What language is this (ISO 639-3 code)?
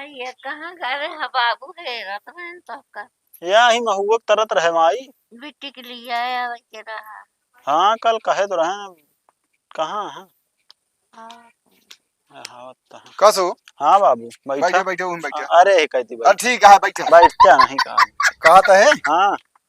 awa